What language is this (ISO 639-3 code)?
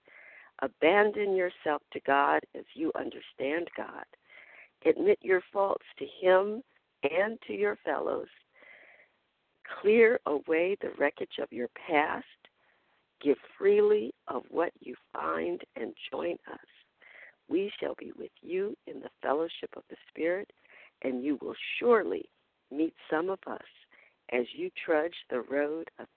eng